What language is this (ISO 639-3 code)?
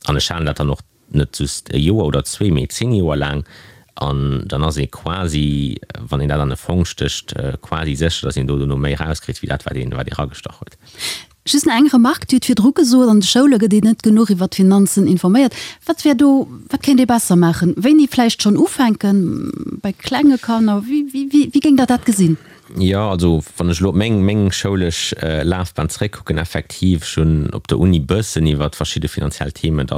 ltz